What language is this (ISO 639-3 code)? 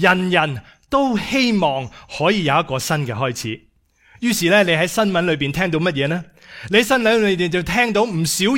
yue